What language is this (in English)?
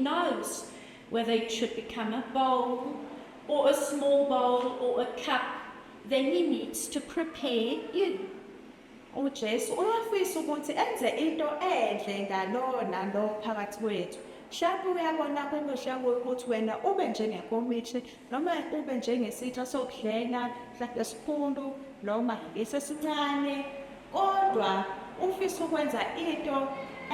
Zulu